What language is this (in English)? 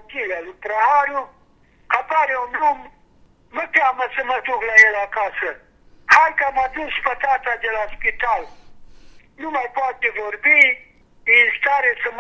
Romanian